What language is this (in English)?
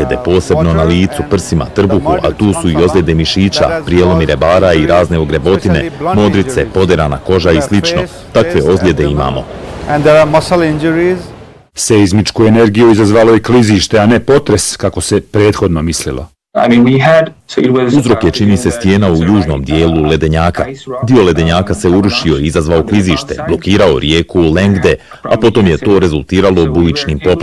Bosnian